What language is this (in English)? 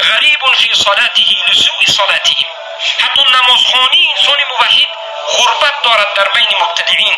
Tajik